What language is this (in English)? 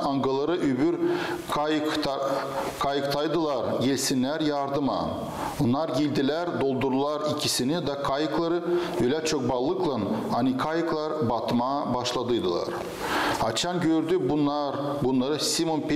Gagauz